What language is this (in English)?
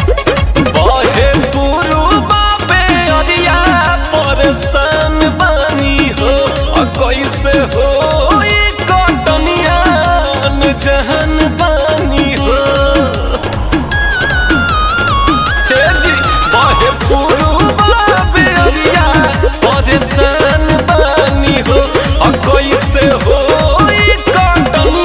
Bhojpuri